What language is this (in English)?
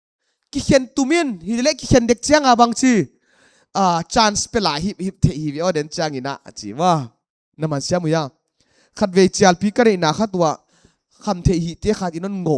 Paite Chin